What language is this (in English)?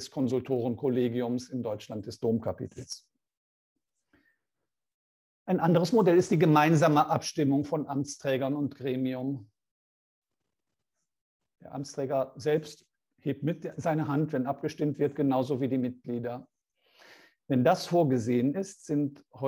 German